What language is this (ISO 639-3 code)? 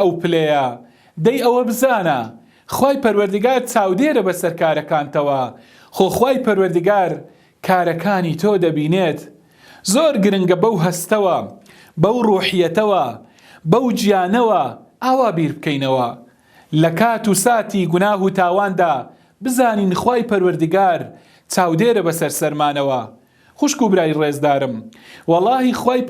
ckb